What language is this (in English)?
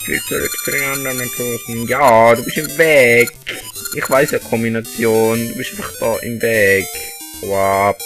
Swiss German